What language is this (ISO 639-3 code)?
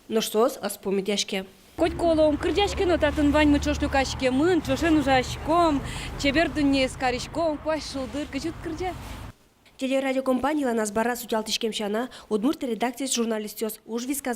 udm